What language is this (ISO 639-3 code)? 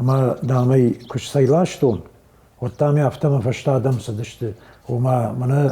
oss